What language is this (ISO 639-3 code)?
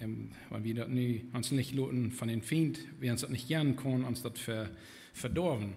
pdt